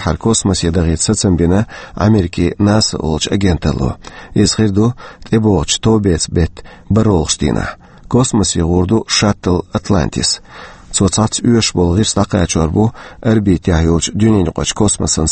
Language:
Chechen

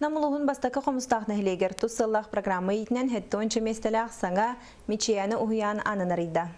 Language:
Yakut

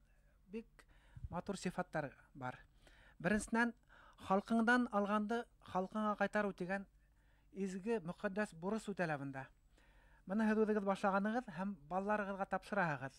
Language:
Bashkir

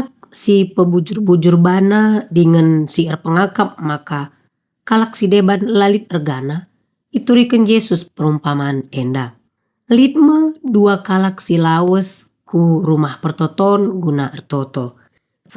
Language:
Batak Karo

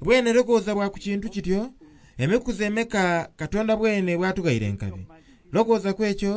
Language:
Soga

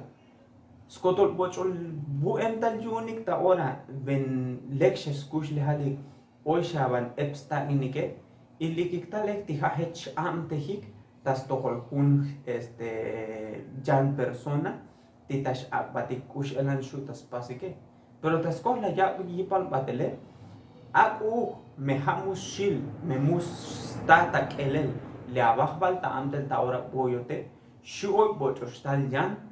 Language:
Tzotzil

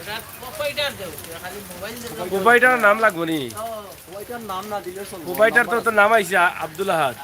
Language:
Sylheti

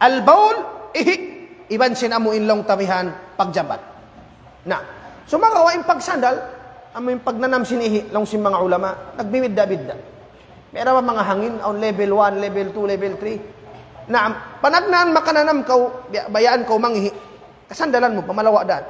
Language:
Tausug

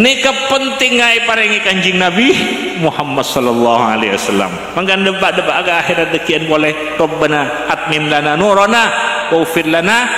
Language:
Madurese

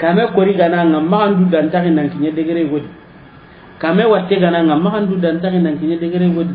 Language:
Soninke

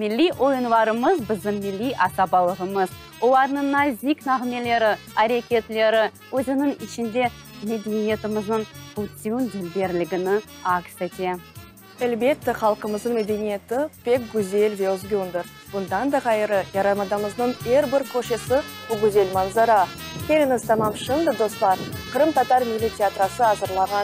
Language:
Crimean Tatar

